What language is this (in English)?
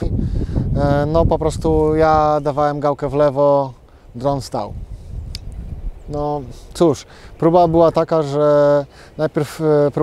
Polish